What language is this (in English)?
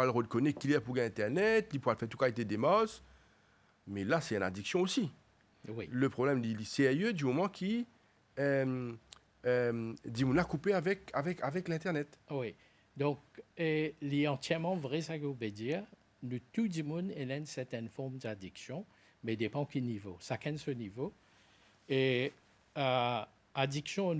Morisyen